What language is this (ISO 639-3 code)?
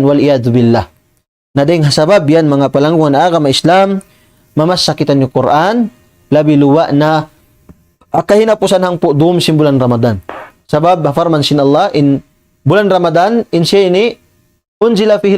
tsg